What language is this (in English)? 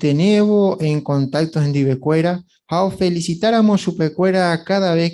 Guarani